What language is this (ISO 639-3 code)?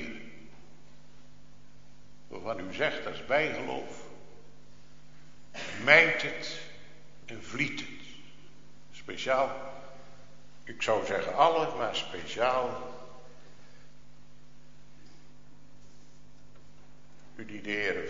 nld